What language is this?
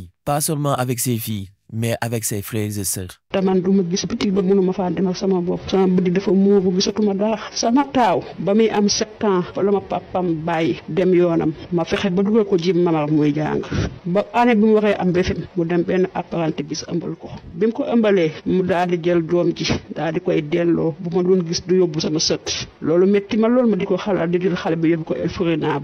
Wolof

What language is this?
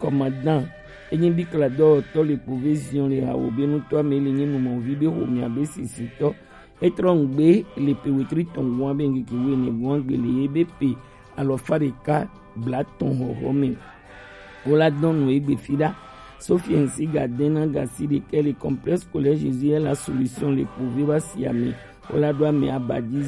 Gen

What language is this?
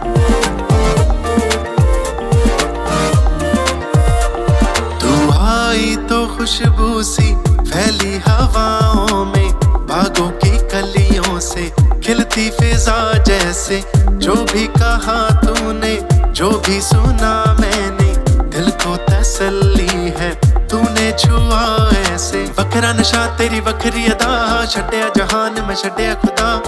Hindi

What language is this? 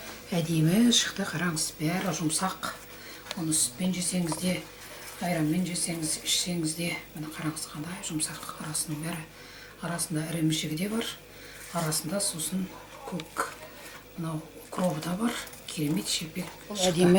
Kazakh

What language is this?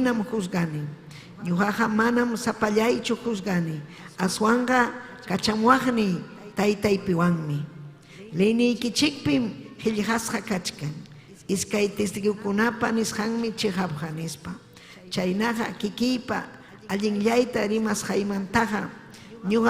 Ayacucho Quechua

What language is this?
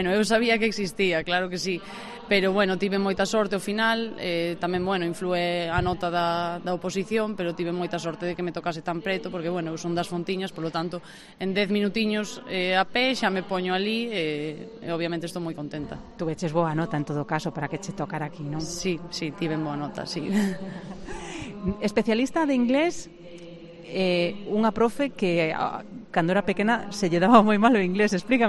Galician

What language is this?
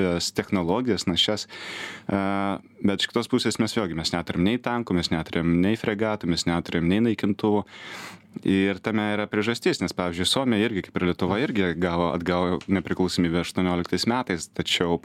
Lithuanian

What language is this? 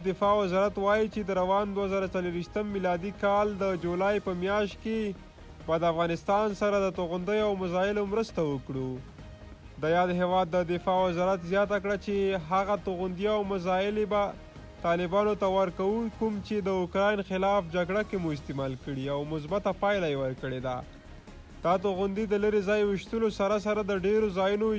Pashto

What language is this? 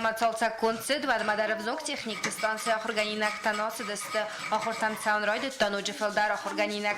Ossetic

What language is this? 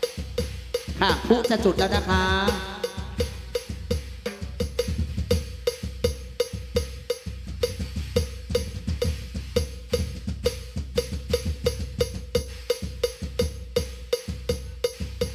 Thai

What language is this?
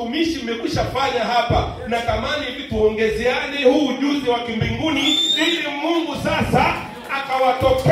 Swahili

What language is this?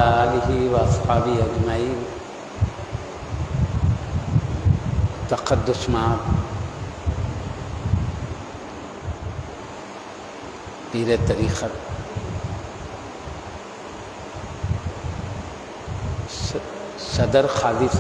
Urdu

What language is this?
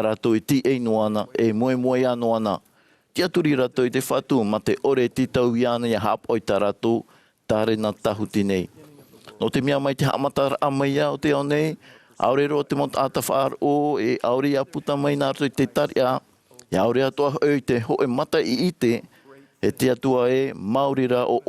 Tahitian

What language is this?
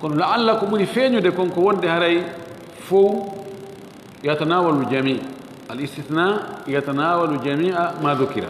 Fula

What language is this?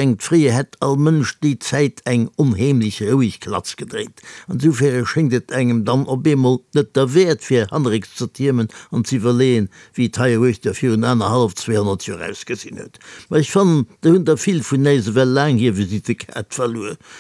Luxembourgish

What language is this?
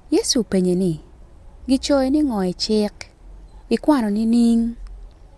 Acoli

